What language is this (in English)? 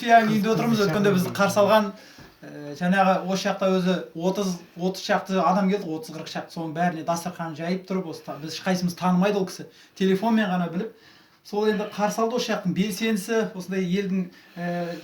Kazakh